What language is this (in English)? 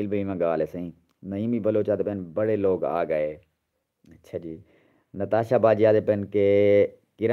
Saraiki